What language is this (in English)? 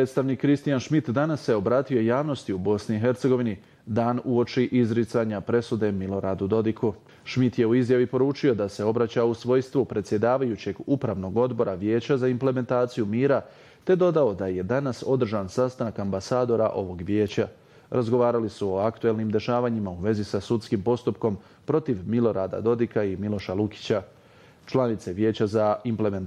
Bosnian